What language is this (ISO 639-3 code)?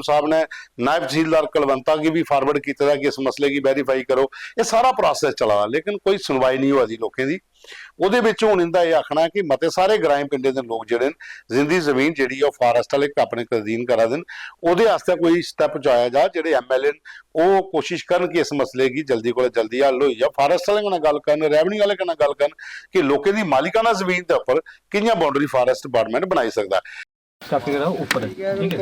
doi